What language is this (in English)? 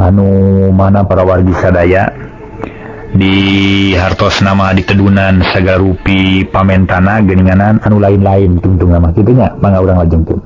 Sundanese